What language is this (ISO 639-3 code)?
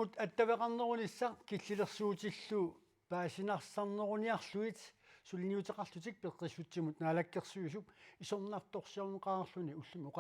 kal